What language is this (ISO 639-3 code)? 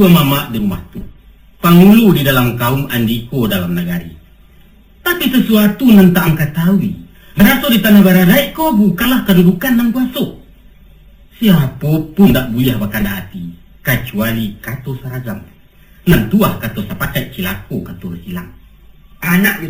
min